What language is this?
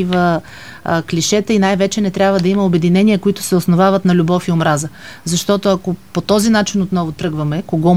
Bulgarian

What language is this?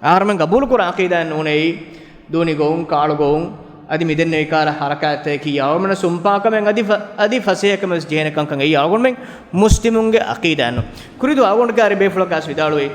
Divehi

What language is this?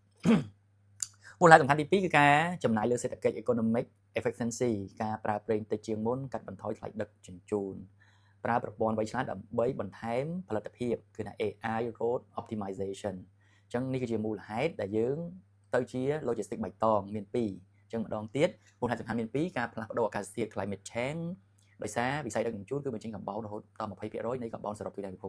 Khmer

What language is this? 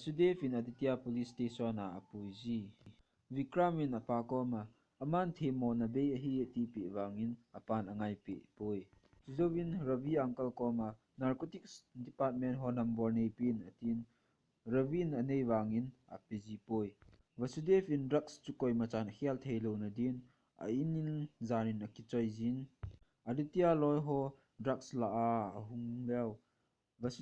Thado Chin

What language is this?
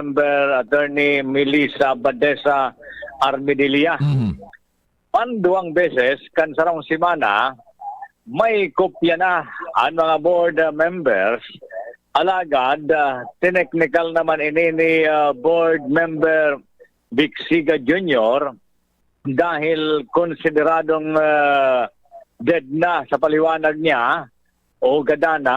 Bikol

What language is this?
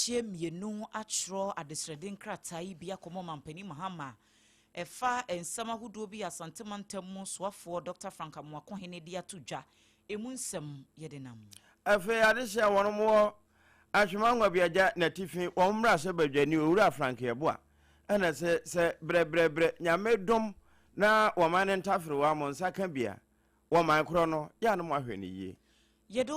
Akan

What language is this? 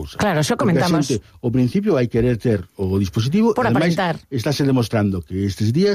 Galician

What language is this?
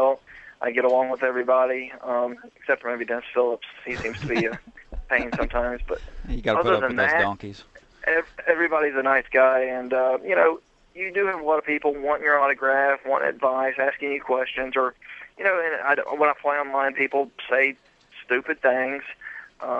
English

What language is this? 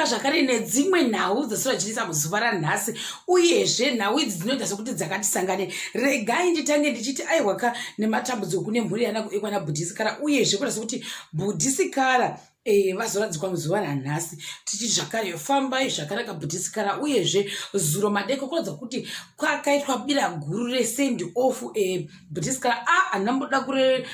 Shona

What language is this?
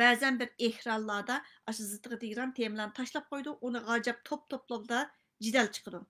Uyghur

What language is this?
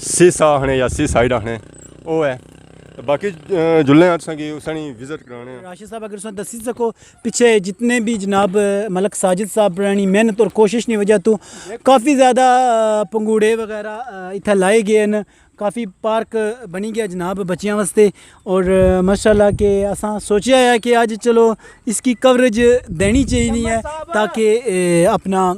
Pahari-Potwari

